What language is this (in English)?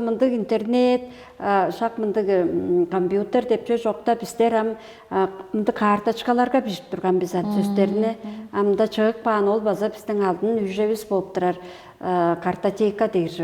Tuvinian